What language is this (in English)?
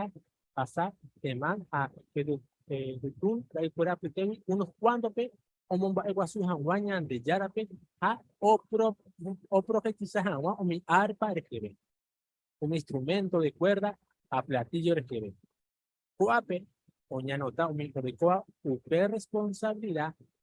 Guarani